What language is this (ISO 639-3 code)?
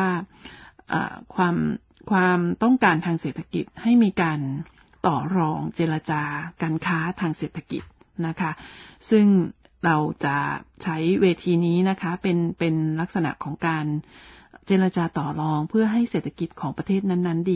tha